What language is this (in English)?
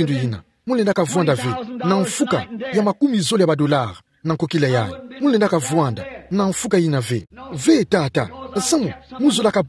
Kituba (Democratic Republic of Congo)